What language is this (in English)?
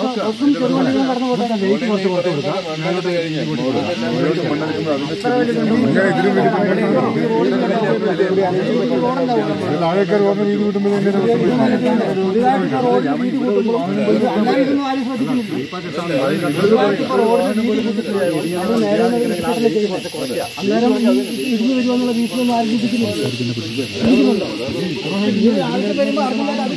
Malayalam